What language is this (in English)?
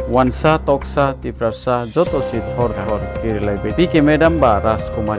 Riang (India)